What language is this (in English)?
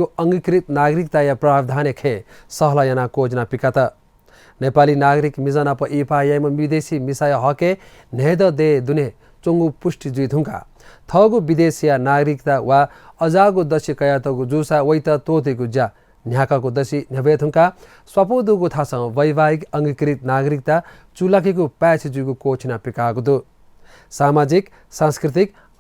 Newari